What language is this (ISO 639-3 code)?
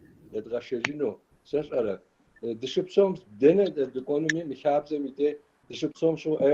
kbd